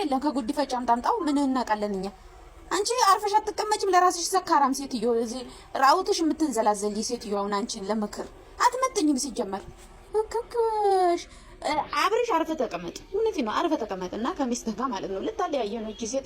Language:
Amharic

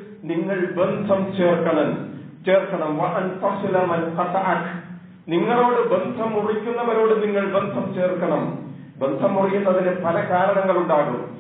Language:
Malayalam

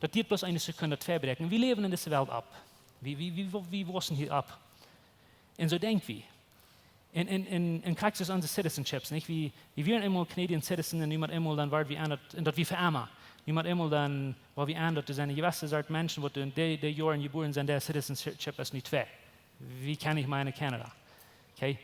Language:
Plautdietsch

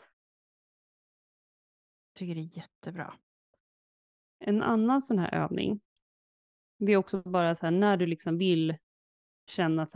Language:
Swedish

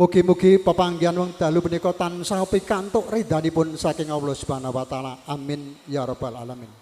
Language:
Javanese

